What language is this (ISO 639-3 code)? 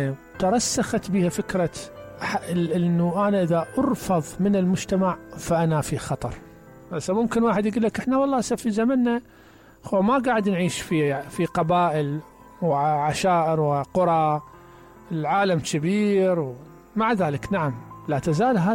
acm